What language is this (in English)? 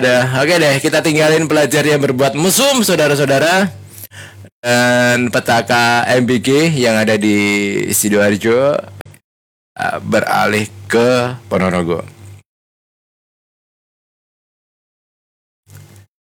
Indonesian